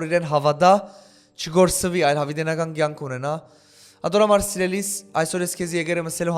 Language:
Western Armenian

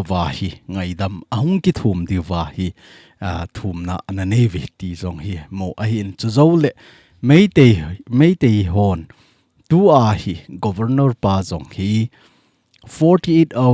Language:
Thado Chin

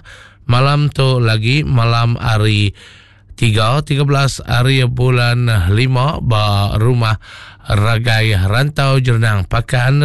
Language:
Iban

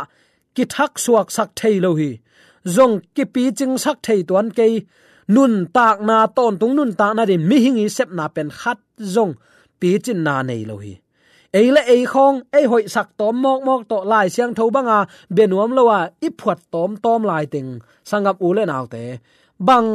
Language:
Tedim Chin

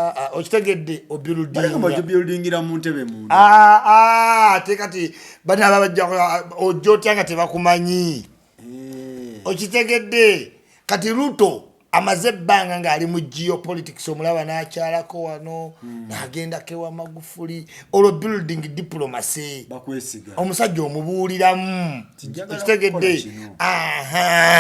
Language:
Ganda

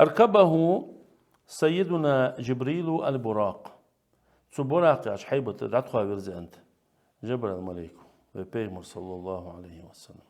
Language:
Ingush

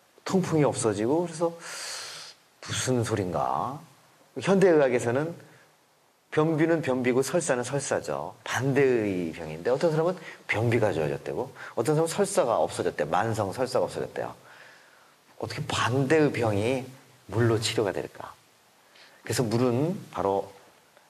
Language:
Korean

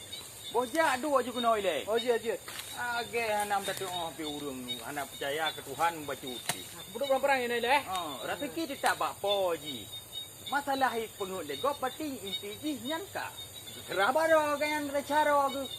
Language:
Achinese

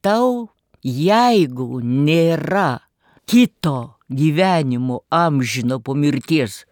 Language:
Lithuanian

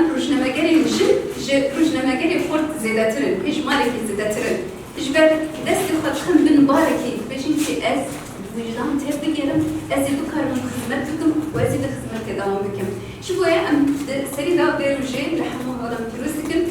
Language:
Kurdish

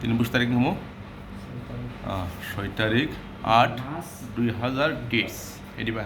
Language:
Kok Borok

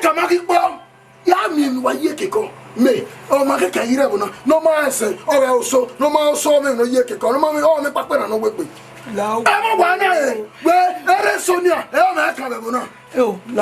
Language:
Bini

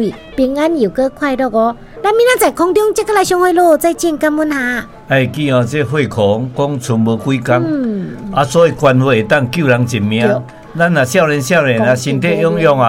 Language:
Min Nan Chinese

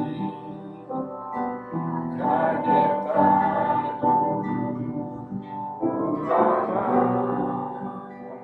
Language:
Croatian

